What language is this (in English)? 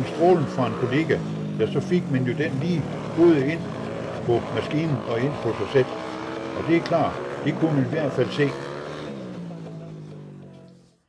Danish